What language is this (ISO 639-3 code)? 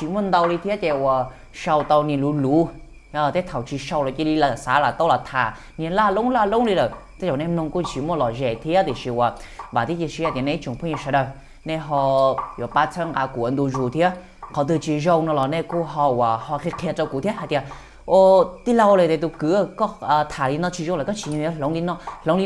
hmn